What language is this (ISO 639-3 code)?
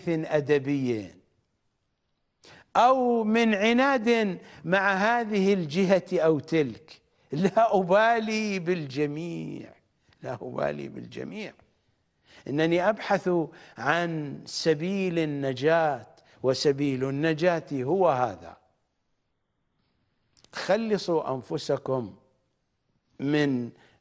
ara